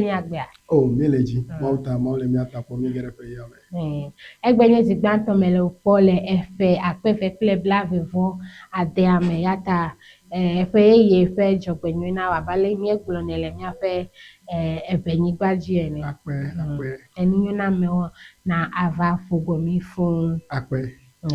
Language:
Ewe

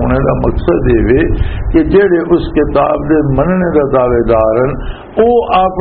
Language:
Western Panjabi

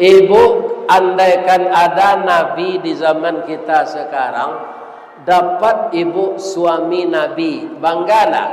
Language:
Minangkabau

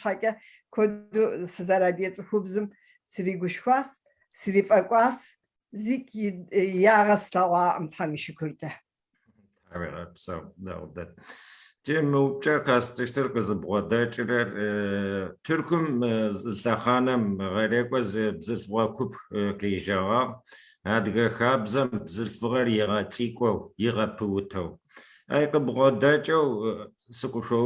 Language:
Kabardian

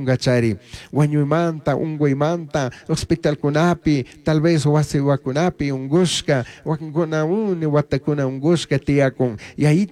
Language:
Chimborazo Highland Quichua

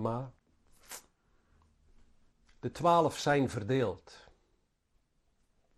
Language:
Dutch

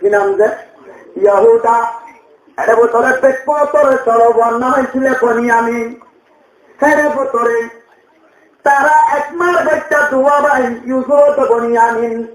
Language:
Rohingya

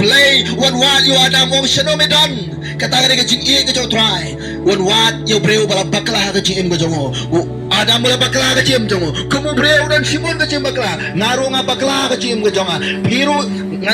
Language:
Khasi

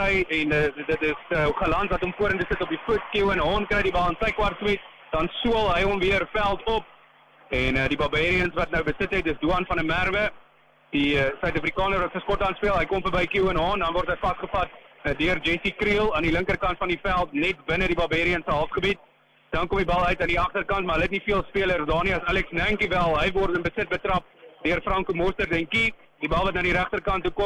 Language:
Afrikaans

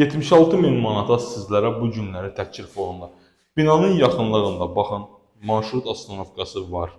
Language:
Azerbaijani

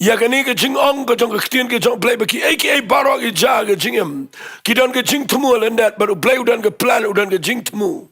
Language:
Khasi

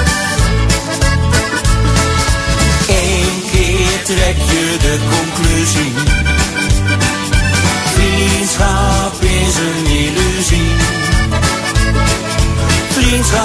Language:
Dutch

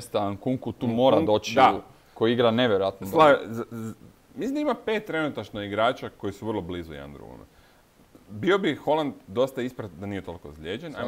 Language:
Croatian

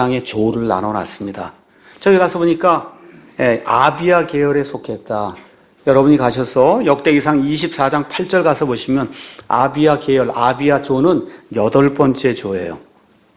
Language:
Korean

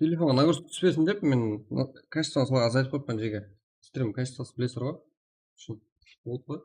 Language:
Kara-Kalpak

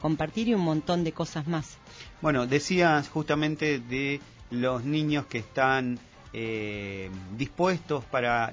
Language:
Spanish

